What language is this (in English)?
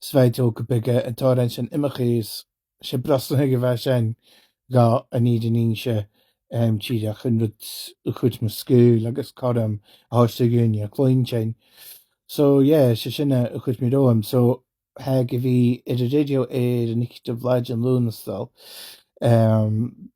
Scottish Gaelic